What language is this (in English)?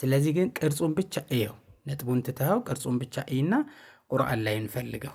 Amharic